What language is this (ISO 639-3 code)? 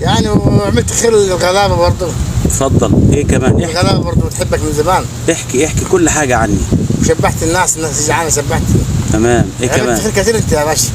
arz